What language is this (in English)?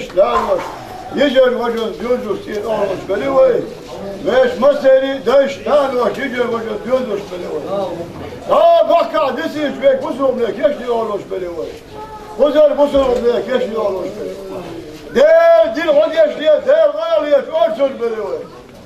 Chechen